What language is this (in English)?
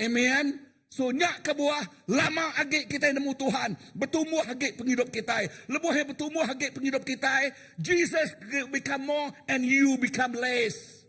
Iban